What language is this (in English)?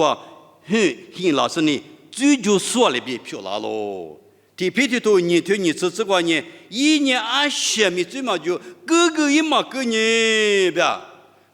Lisu